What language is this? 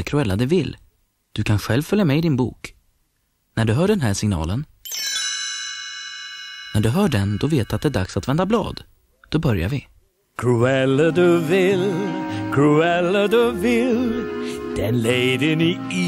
Swedish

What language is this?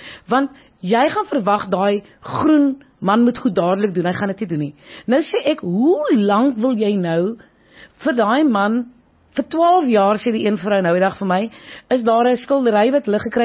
Afrikaans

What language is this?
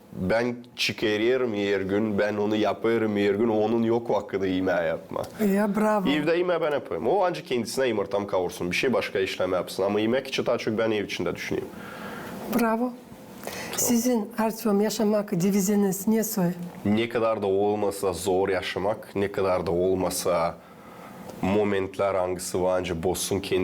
Gagauz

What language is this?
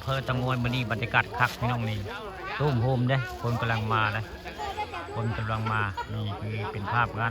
Northeastern Thai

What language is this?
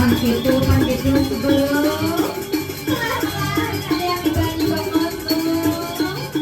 Balinese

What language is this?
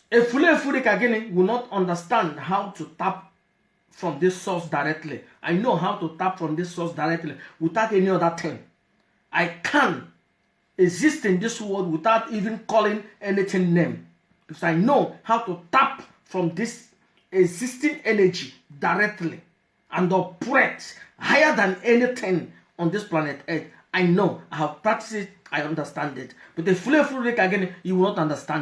Igbo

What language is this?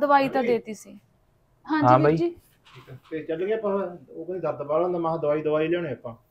Punjabi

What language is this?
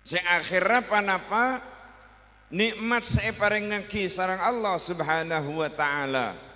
Madurese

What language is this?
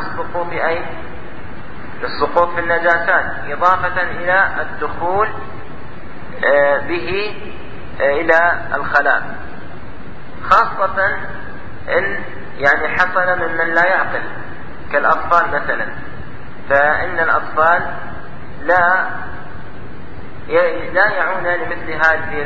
Arabic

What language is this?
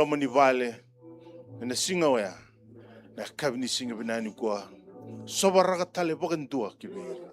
Fijian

